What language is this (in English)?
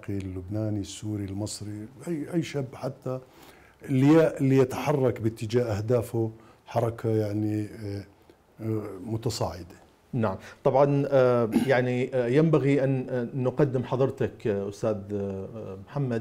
Mesopotamian Arabic